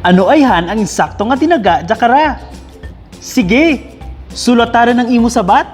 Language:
Kinaray-a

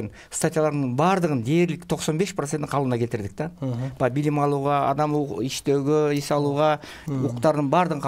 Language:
Kyrgyz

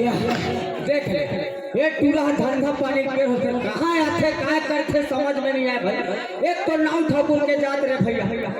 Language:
Chhattisgarhi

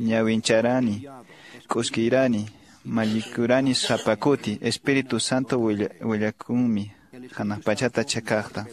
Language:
Quechua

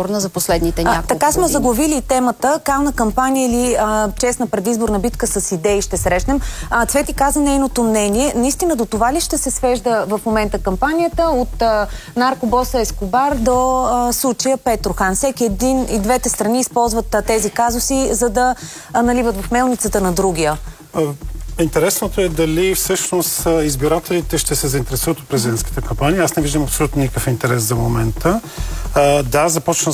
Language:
Bulgarian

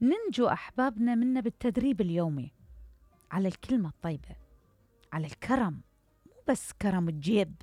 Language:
Mesopotamian Arabic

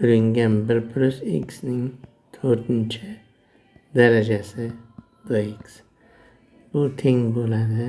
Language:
Uzbek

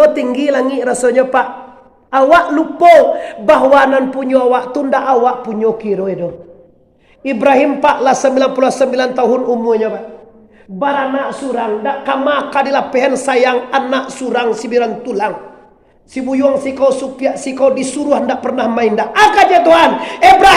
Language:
Minangkabau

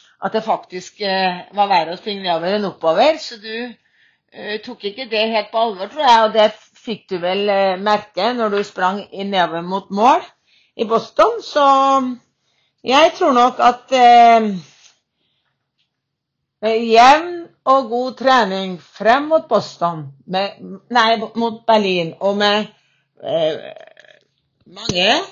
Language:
Norwegian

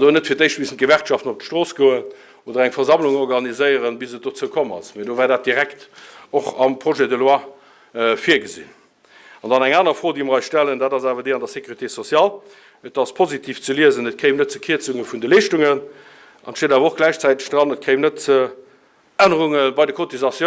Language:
Luxembourgish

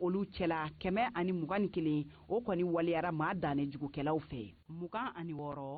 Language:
Bambara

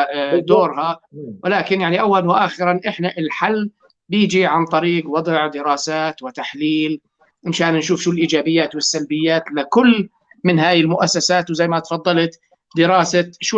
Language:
North Levantine Arabic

